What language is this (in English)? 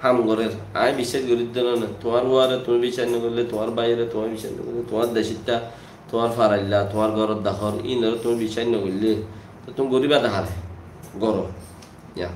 Rohingya